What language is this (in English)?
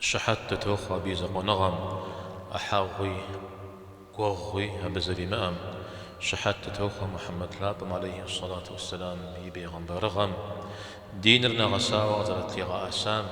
Kabardian